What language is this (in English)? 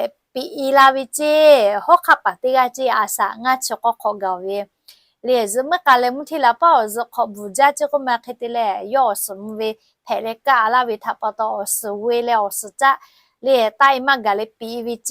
Lahu